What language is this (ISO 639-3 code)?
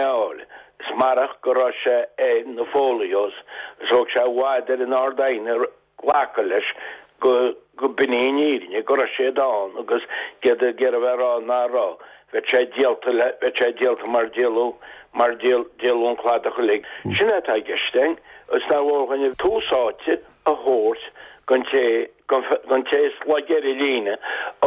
gle